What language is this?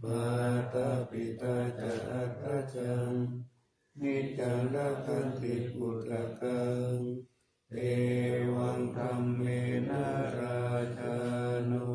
Pali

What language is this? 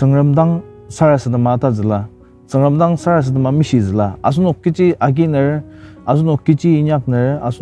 Ao Naga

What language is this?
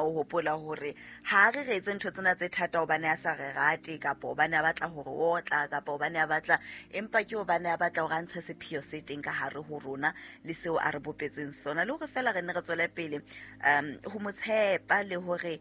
Southern Sotho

